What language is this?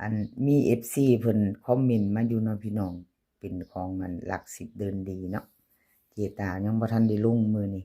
Lao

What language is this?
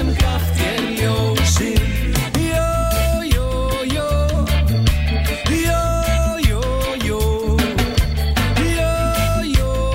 Icelandic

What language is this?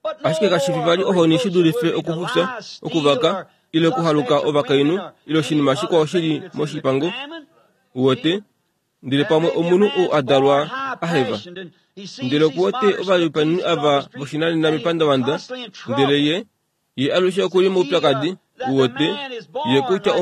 Kuanyama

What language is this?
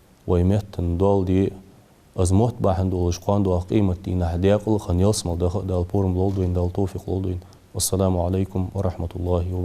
Ingush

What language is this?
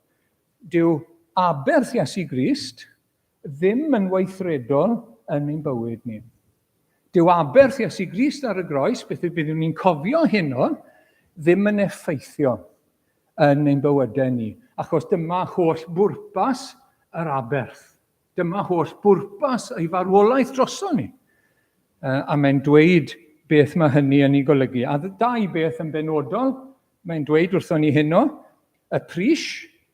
Welsh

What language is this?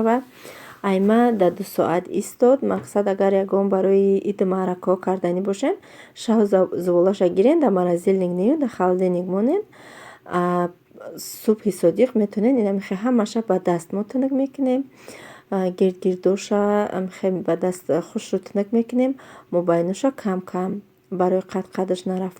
Tajik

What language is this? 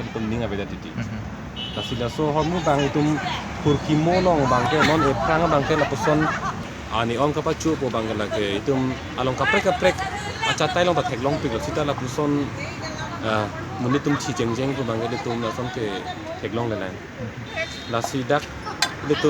Karbi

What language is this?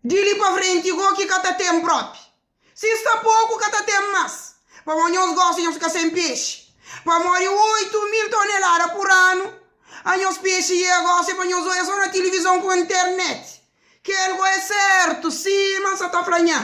Kabuverdianu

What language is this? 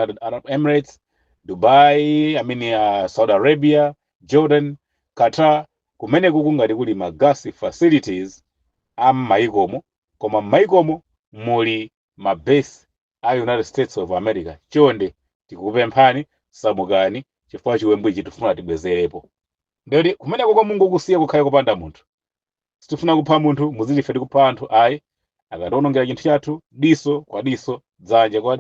Nyanja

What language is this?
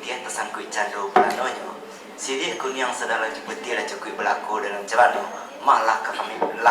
Minangkabau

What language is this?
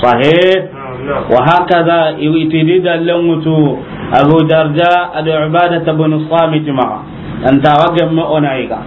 Soninke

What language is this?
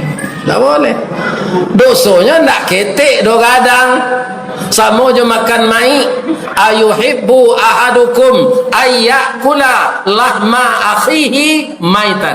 Minangkabau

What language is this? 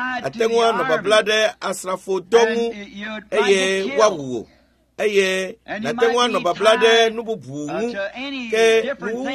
Ewe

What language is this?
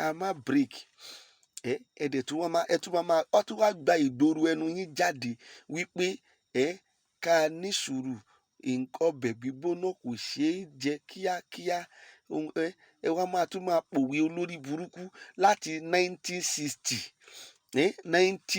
Yoruba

